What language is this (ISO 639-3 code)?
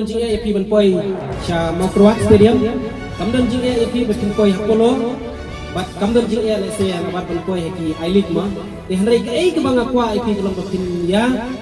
kha